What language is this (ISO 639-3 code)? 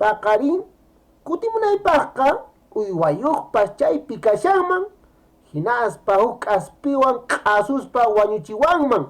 que